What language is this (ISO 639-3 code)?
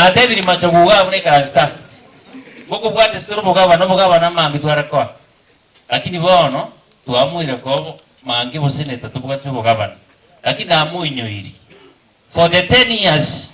guz